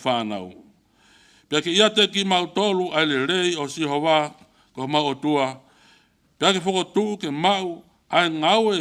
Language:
Tongan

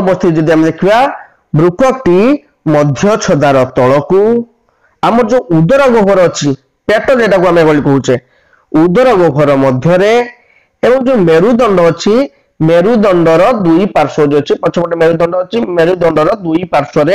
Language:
Odia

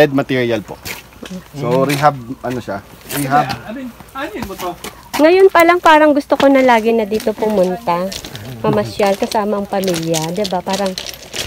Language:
Filipino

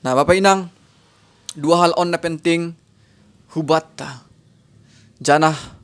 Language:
Batak Simalungun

